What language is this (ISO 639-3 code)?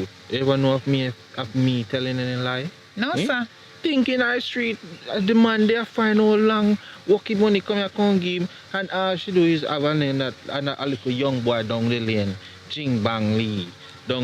jam